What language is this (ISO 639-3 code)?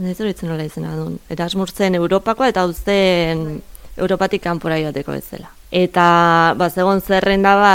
eus